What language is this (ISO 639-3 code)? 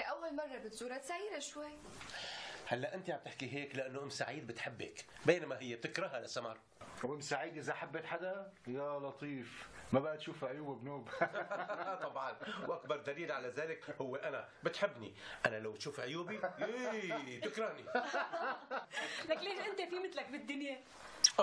apc